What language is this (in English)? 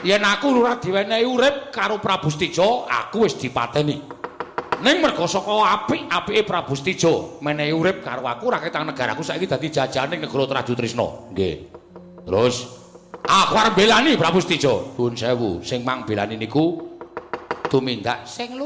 Javanese